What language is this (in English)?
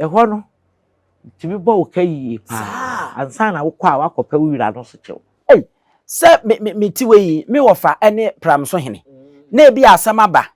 Akan